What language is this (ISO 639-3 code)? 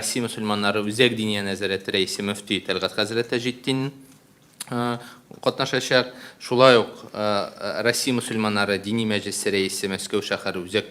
tat